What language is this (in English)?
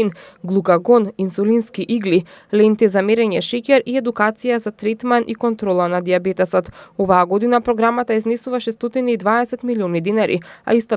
Macedonian